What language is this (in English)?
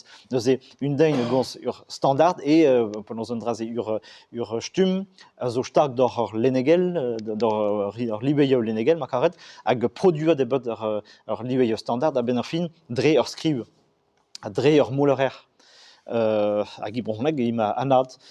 Breton